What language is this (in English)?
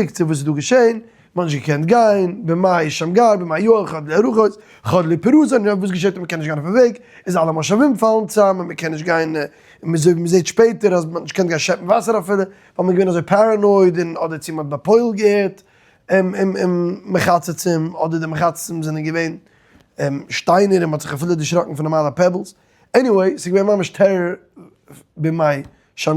Yiddish